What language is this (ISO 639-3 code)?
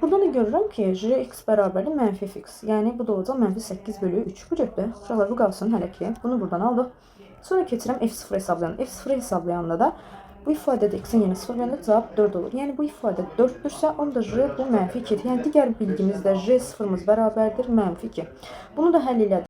aze